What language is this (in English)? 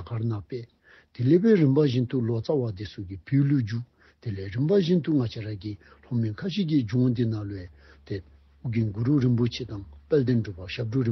Dzongkha